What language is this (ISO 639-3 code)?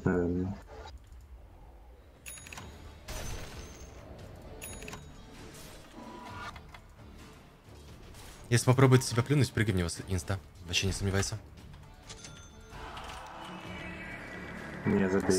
rus